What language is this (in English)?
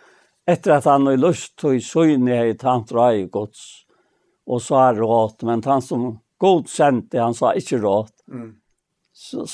Faroese